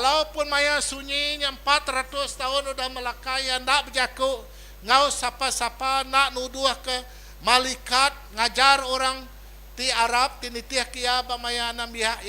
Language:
Iban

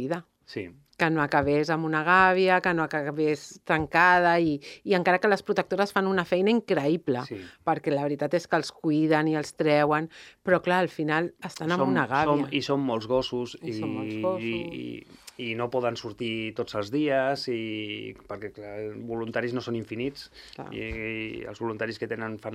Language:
Catalan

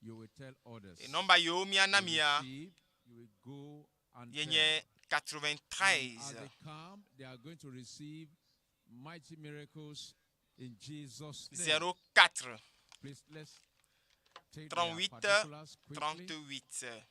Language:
Ewe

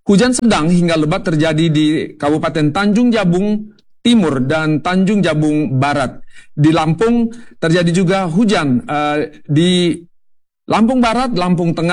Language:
Indonesian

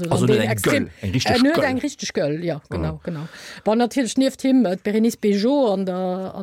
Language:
Luxembourgish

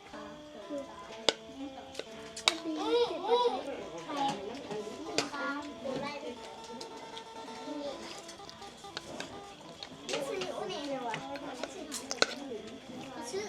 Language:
Northeastern Thai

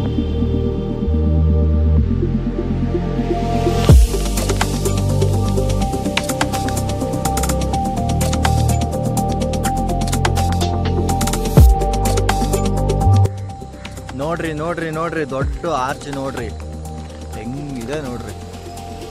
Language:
Kannada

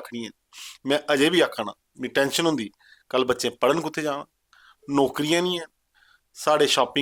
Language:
Dogri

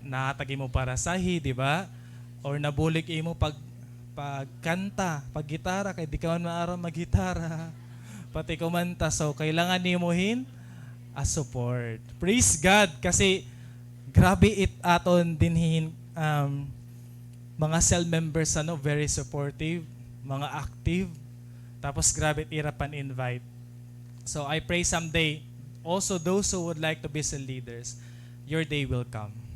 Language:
Waray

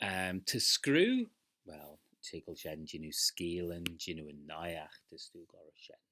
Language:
Manx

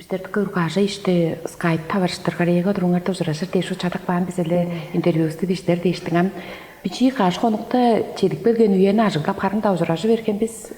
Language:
Tuvinian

